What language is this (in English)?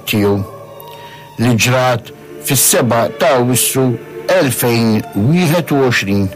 Maltese